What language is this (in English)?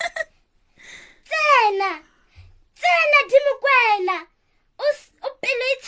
Tswana